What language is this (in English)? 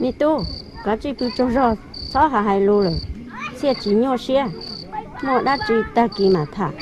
Hmong